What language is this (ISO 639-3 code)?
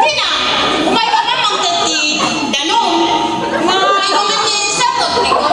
ilo